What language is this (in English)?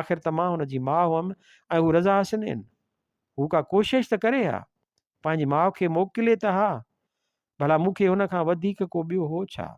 Sindhi